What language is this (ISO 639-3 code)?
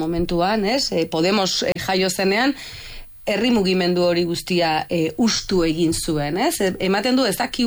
eus